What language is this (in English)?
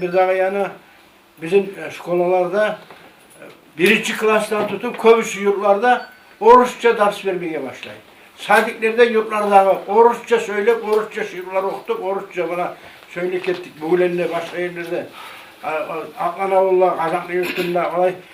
Kumyk